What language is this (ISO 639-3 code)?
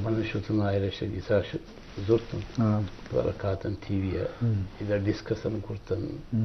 bgp